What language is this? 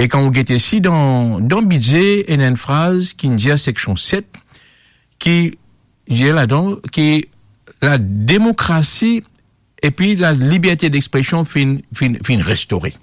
Morisyen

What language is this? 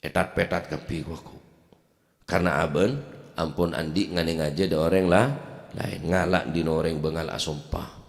Madurese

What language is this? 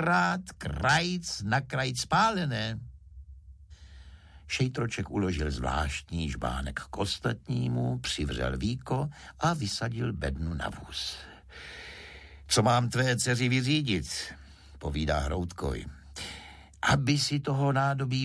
Czech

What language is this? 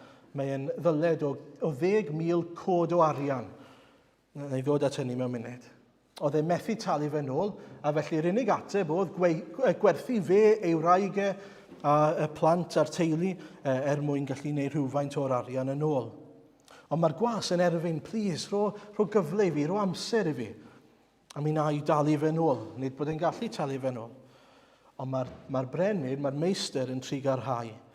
Welsh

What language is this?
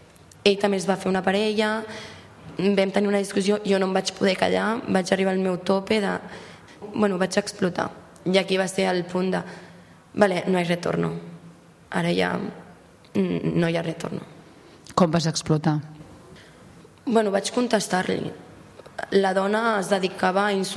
Catalan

